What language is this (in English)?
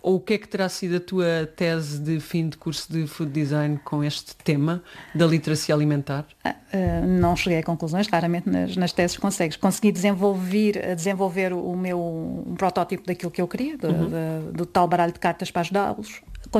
Portuguese